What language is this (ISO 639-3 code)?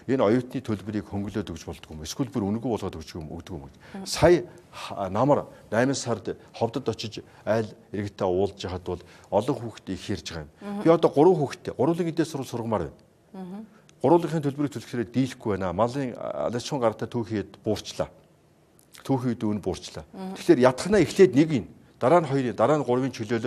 mon